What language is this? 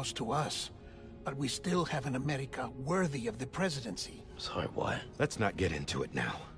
English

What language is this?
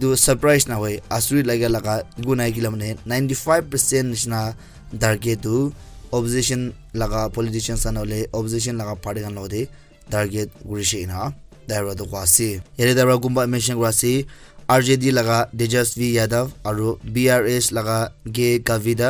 Naga Pidgin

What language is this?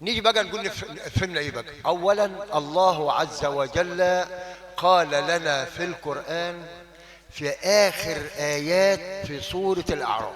Egyptian Arabic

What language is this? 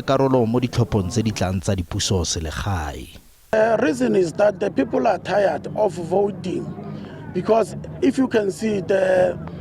Tswana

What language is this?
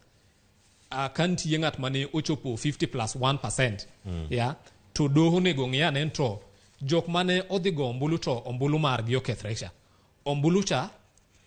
Luo (Kenya and Tanzania)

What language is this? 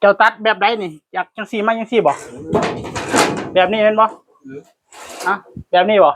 Northeastern Thai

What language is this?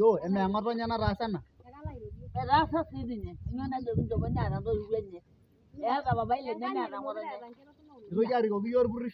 Masai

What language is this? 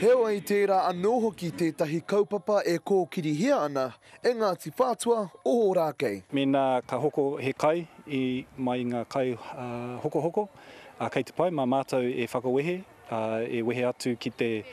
Māori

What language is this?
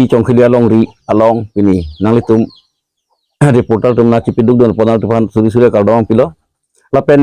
Karbi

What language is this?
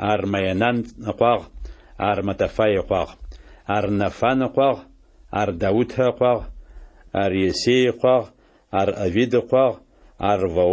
Adyghe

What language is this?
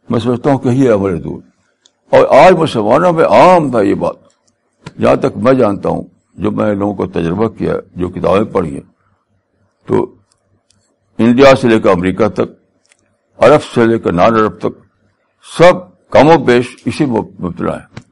Urdu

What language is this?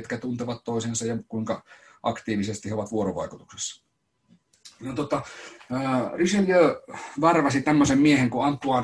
Finnish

